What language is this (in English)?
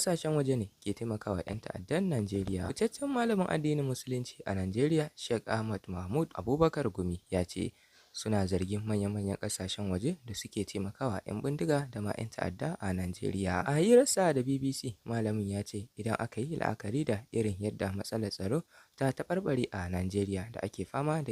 Hausa